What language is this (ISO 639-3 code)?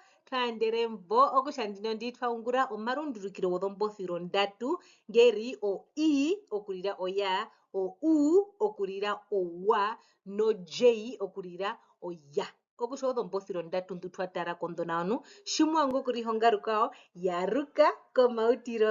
her